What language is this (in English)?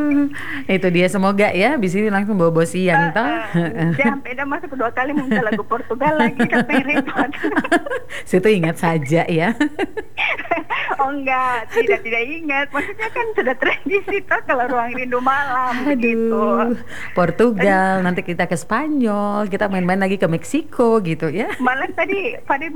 Indonesian